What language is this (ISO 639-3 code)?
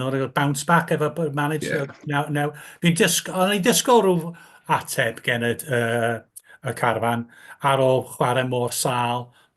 cym